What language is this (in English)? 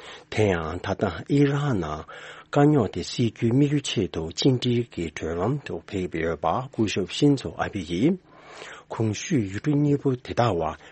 Tibetan